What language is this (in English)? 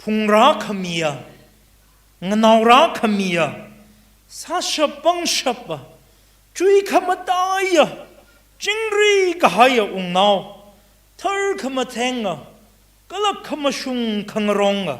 Tangkhul Naga (India)